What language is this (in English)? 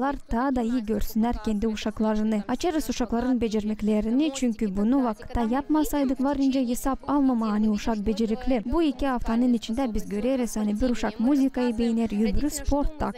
Gagauz